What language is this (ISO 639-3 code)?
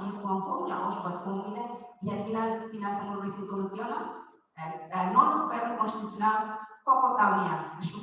tet